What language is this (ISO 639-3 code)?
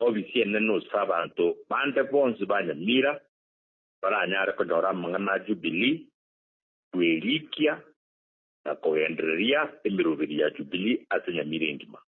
guz